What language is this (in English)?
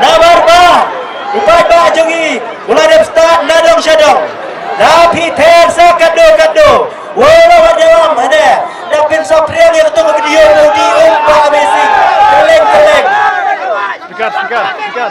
Khasi